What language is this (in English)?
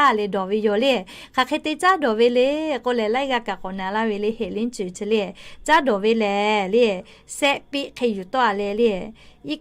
Lahu